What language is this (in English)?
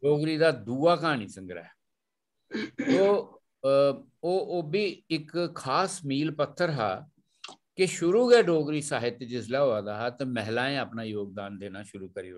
Dogri